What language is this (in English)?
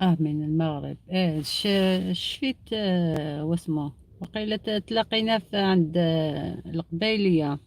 Algerian Arabic